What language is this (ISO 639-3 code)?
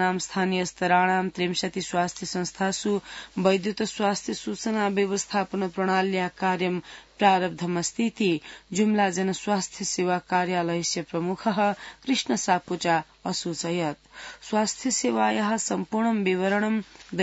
san